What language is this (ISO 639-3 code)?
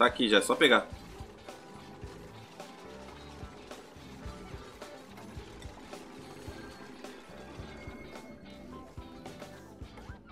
por